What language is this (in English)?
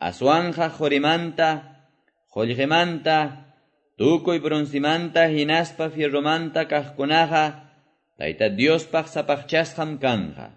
Quechua